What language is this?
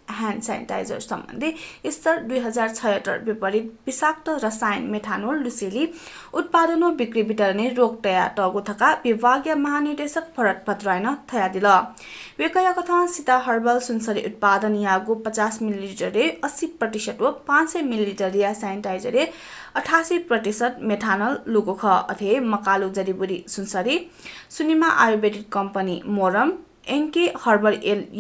Newari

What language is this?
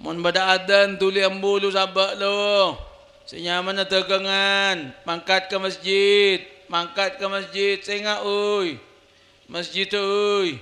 Madurese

